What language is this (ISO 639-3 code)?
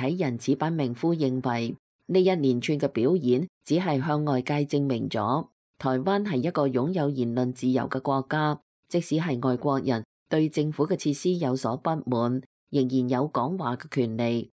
yue